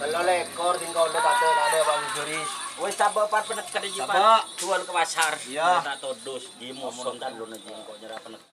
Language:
Madurese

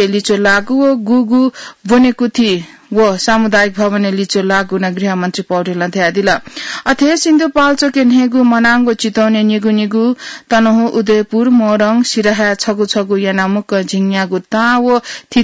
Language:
Newari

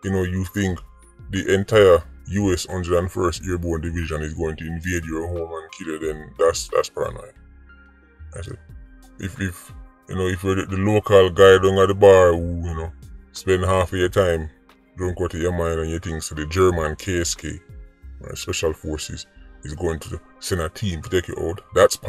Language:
Jamaican Creole English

